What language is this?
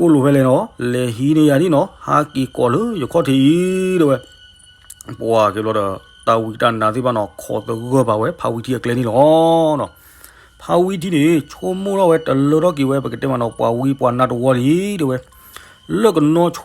S'gaw Karen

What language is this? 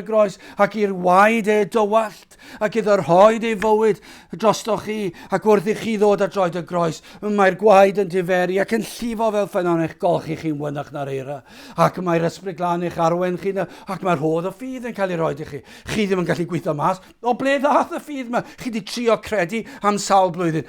Welsh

